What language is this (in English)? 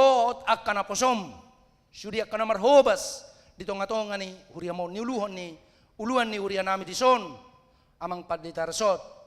Batak Toba